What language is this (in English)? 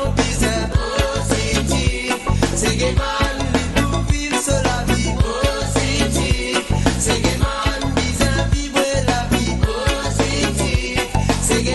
Morisyen